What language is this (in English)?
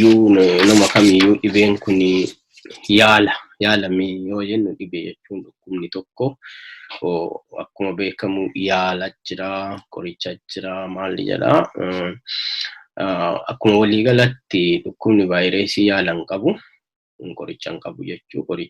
Oromo